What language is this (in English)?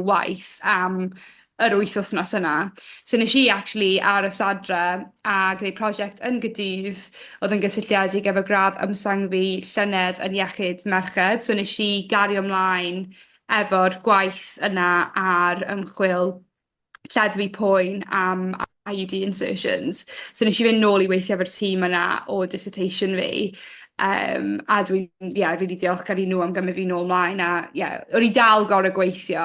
Welsh